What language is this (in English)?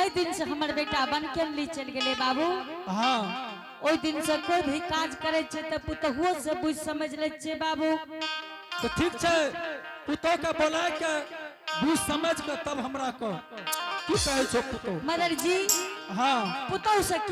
Angika